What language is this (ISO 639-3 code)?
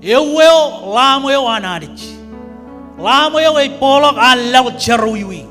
mah